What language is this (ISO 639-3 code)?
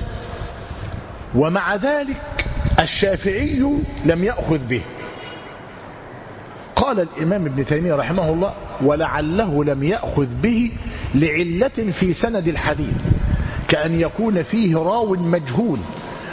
ara